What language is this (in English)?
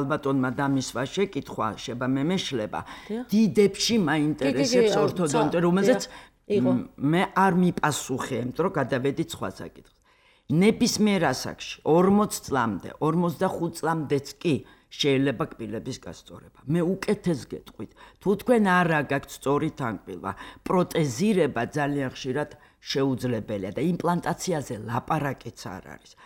Georgian